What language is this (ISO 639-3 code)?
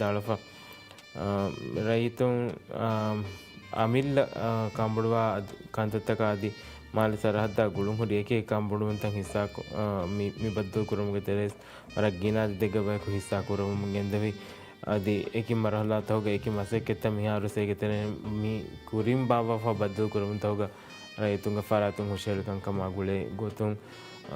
div